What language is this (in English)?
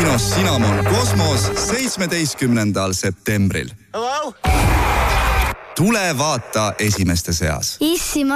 Estonian